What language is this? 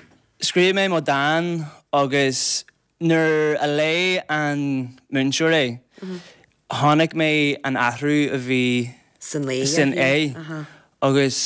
Irish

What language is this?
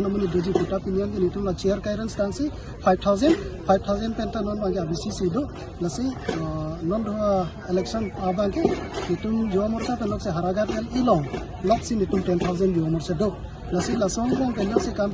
Karbi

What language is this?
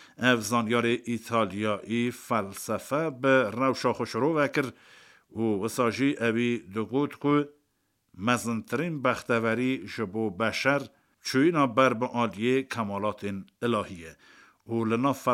Kurdish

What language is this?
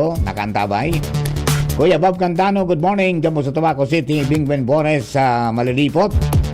Bikol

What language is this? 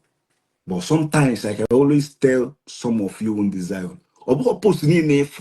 Igbo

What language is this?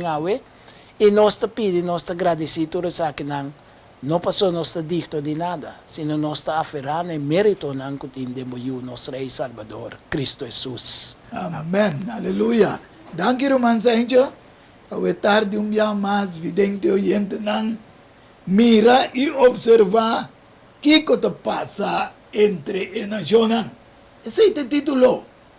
Papiamento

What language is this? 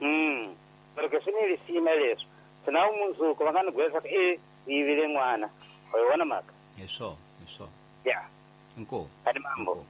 Tsonga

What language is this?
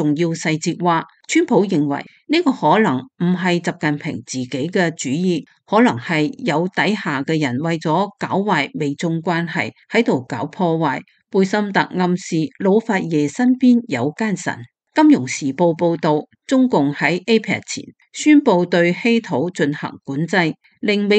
Cantonese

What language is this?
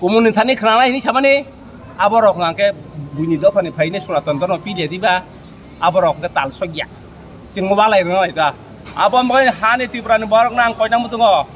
Kok Borok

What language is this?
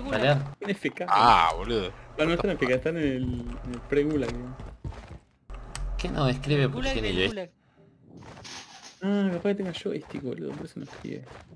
Spanish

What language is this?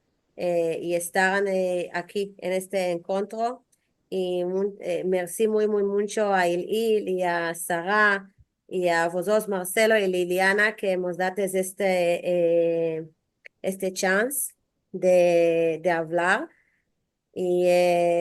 Ladino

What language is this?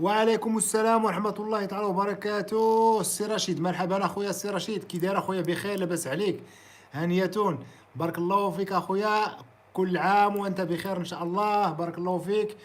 Moroccan Arabic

